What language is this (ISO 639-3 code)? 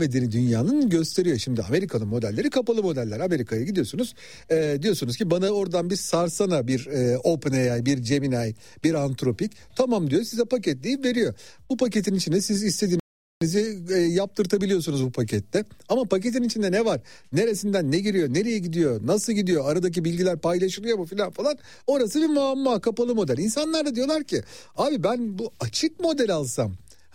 tur